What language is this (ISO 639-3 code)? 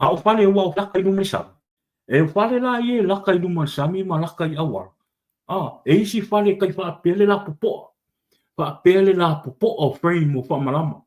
smo